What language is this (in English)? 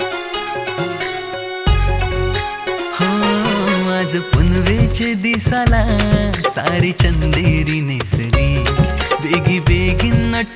Marathi